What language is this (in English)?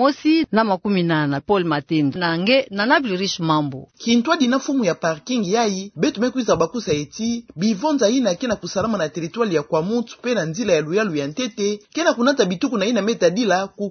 Kituba (Democratic Republic of Congo)